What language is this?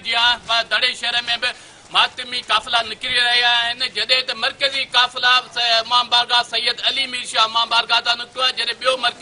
Sindhi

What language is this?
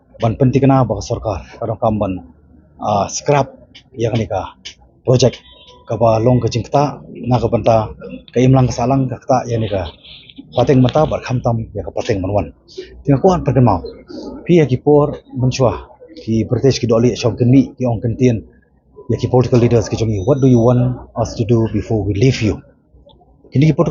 Khasi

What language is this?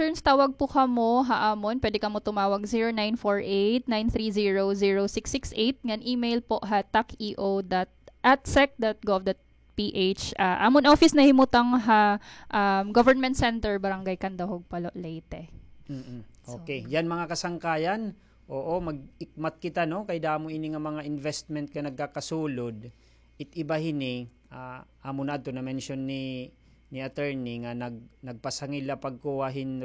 Waray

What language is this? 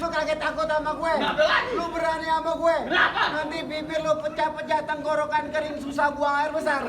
Betawi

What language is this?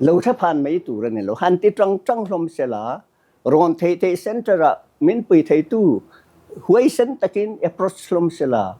Mizo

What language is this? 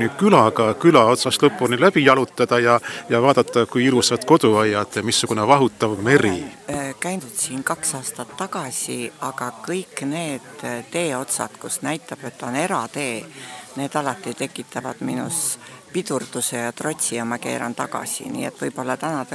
Estonian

